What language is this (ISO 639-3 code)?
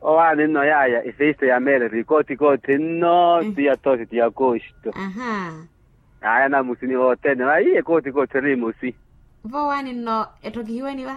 vmw